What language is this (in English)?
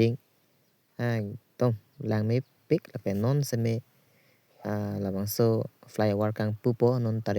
Karbi